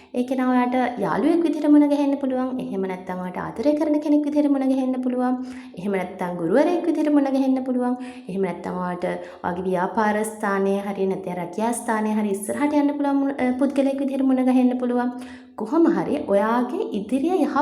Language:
Sinhala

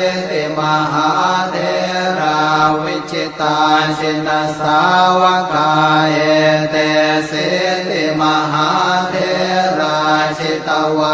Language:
Pali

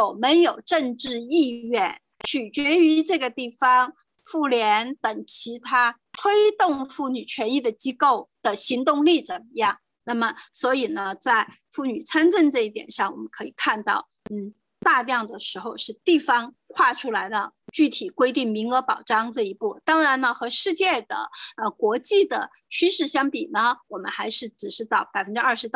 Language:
Chinese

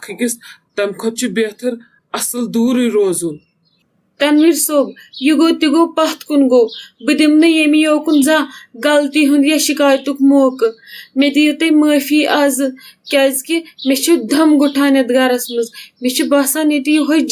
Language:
Kashmiri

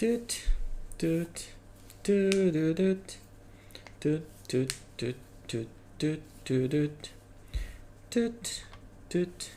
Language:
Rusyn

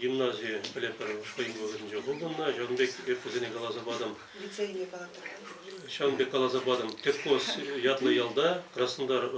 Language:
Chuvash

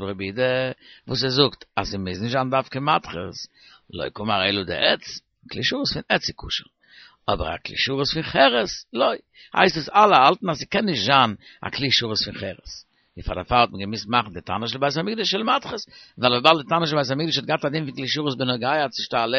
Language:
Yiddish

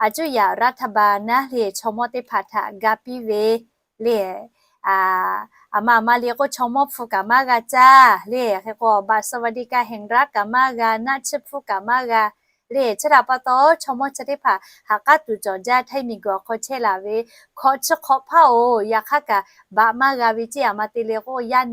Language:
Lahu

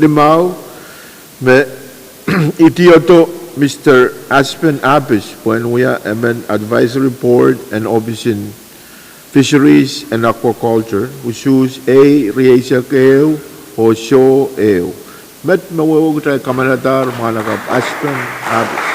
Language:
Pohnpeian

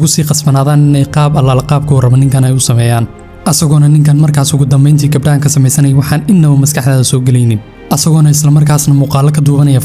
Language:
Somali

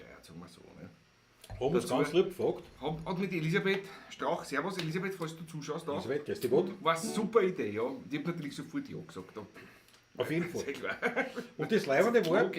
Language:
Bavarian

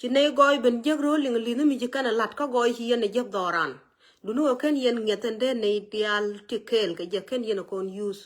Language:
Nuer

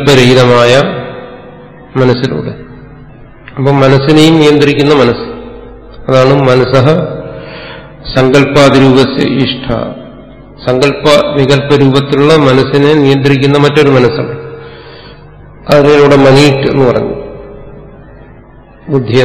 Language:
Malayalam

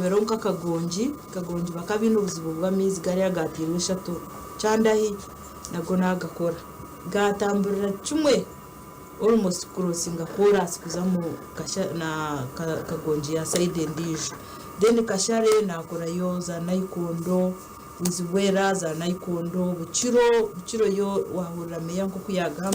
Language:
Nyankole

